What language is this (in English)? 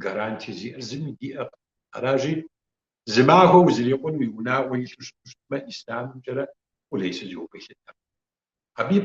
Kabardian